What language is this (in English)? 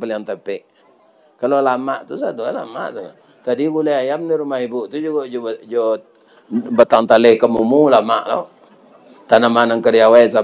Minangkabau